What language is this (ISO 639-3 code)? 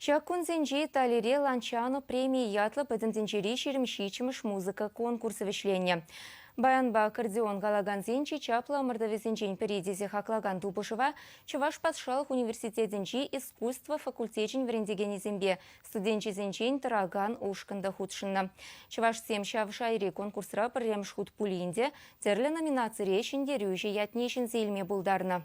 chv